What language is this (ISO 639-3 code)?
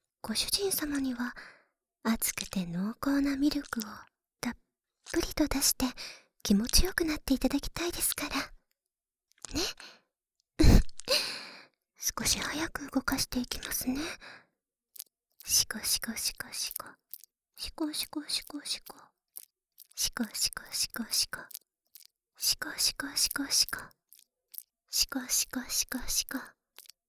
jpn